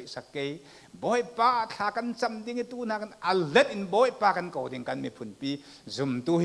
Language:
Falam Chin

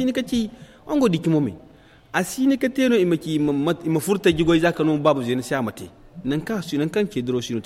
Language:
Zarma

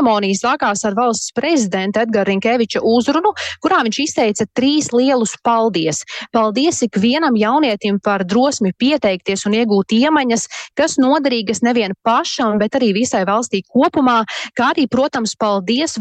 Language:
Latvian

